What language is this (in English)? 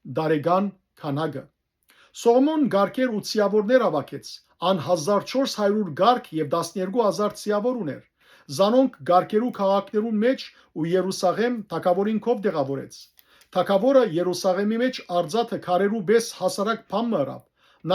Western Armenian